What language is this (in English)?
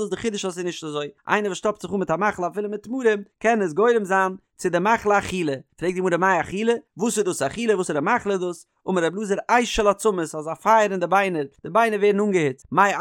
Yiddish